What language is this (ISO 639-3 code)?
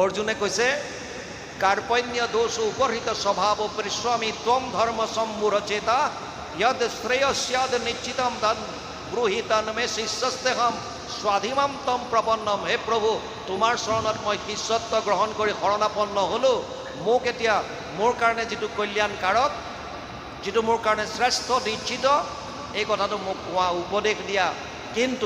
asm